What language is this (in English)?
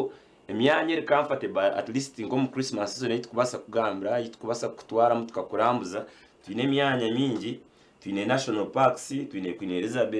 Nyankole